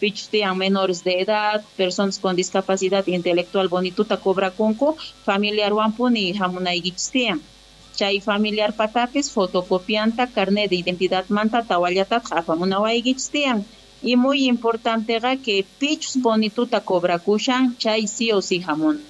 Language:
Quechua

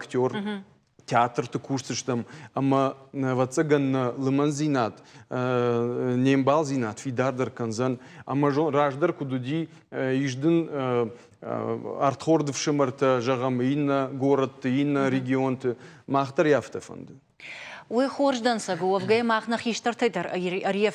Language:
Ossetic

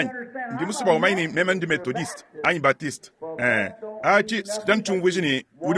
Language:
Luba-Lulua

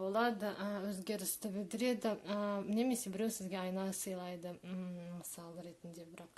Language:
Kazakh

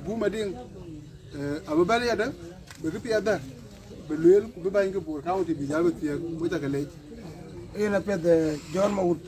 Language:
Dinka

